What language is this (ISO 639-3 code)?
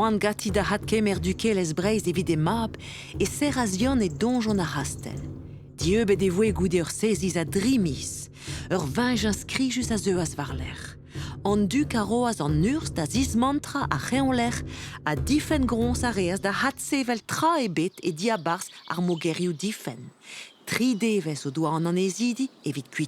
bre